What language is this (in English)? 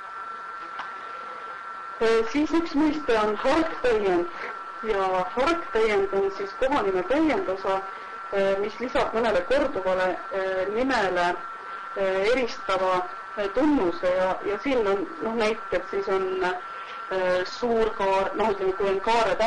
Estonian